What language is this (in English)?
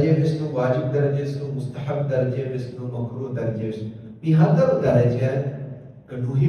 Divehi